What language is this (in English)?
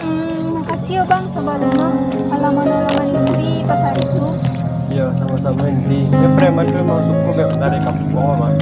Minangkabau